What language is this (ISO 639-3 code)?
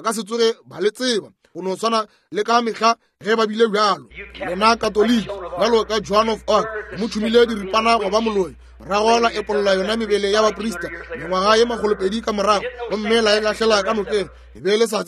nso